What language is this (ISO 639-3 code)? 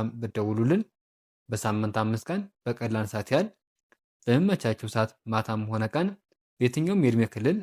amh